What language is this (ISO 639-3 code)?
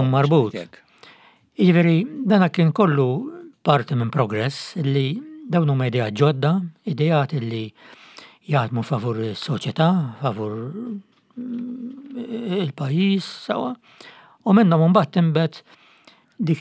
mlt